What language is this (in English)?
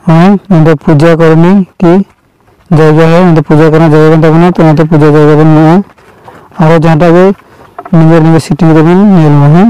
Santali